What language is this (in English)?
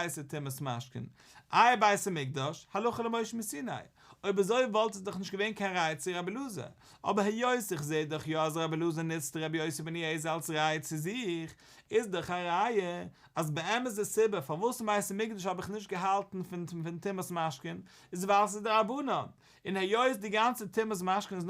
Yiddish